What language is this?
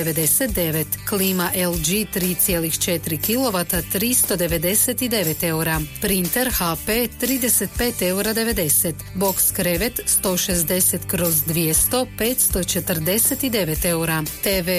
Croatian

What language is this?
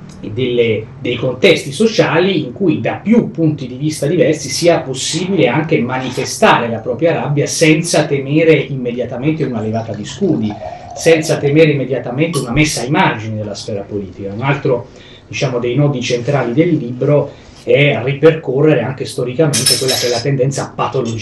Italian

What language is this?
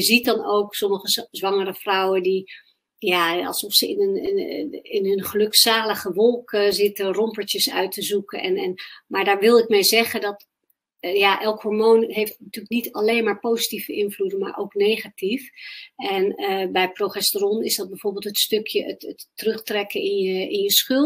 Dutch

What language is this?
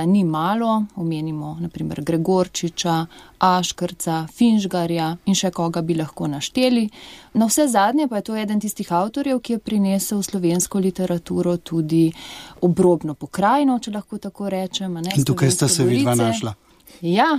Slovenian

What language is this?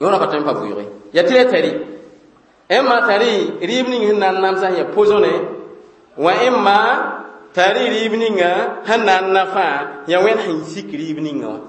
Mossi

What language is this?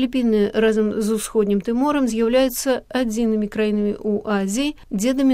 Belarusian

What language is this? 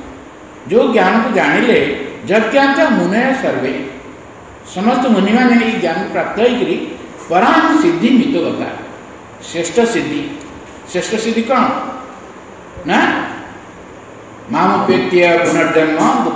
Odia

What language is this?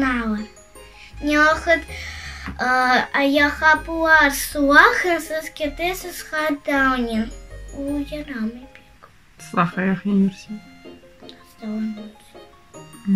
Crimean Tatar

